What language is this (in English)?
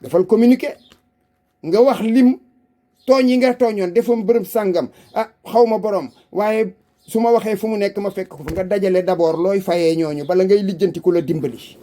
Wolof